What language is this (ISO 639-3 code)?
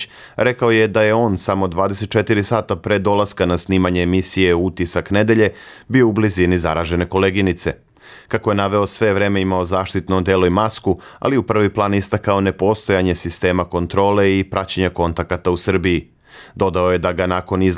srp